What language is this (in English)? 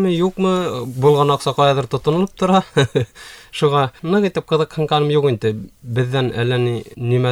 Bashkir